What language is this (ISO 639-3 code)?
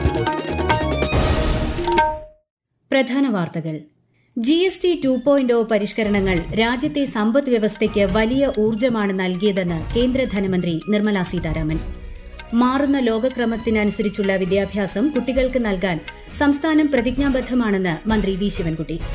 mal